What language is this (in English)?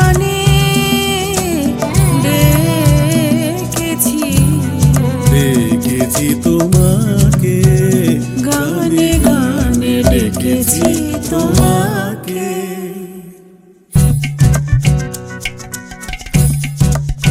Bangla